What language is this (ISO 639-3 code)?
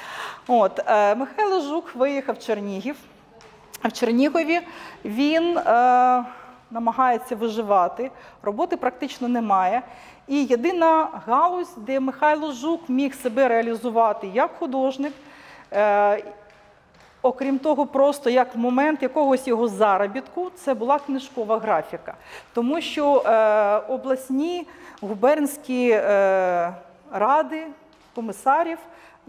ukr